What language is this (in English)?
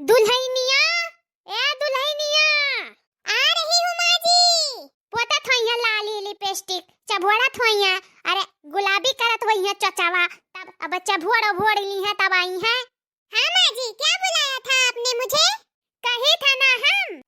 Awadhi